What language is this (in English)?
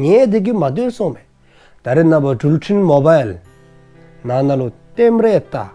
Dzongkha